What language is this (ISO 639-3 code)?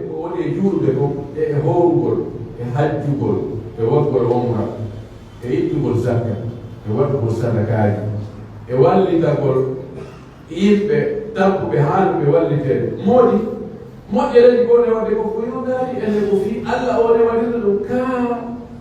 fuf